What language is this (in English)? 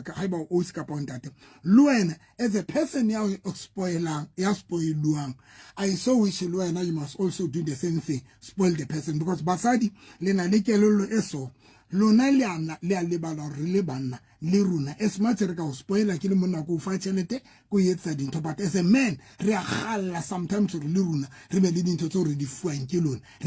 Southern Sotho